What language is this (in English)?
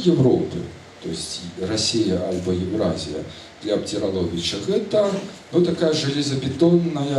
Belarusian